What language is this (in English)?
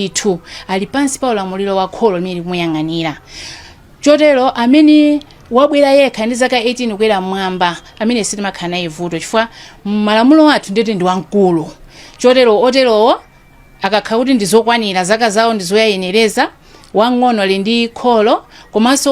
Nyanja